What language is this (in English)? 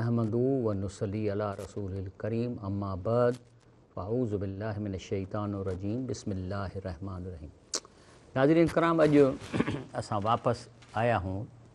Sindhi